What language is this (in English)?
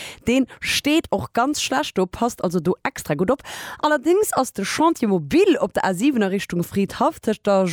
Luxembourgish